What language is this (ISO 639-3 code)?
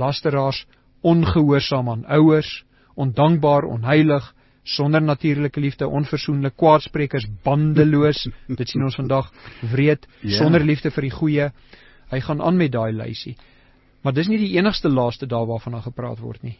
afr